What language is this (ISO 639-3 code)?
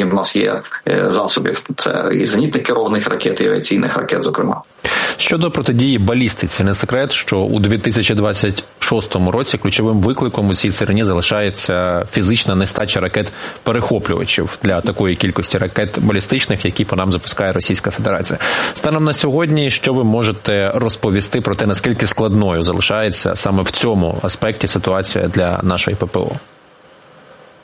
ukr